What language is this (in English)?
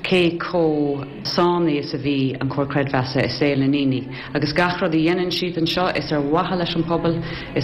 Irish